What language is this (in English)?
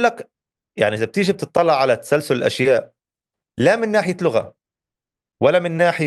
North Levantine Arabic